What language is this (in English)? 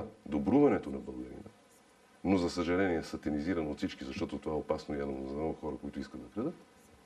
Bulgarian